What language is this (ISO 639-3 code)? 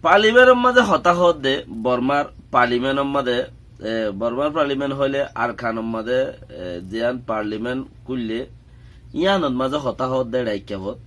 rhg